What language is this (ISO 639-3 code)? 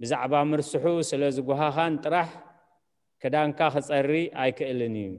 tir